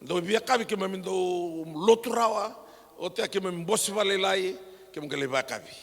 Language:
Fijian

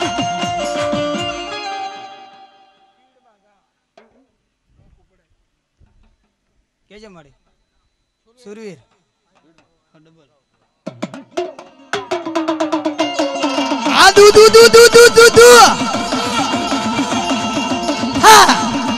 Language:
Gujarati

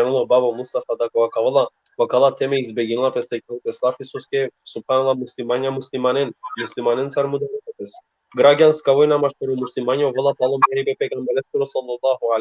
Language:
Balkan Romani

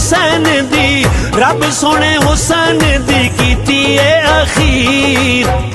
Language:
Pahari-Potwari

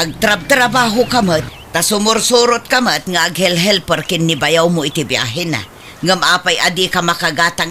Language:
Iloko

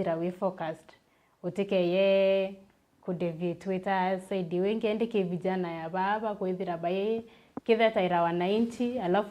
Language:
Meru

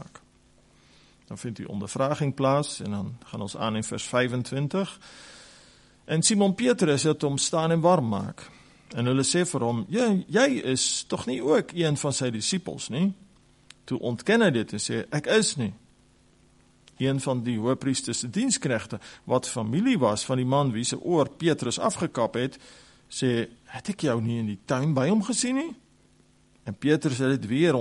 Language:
Afrikaans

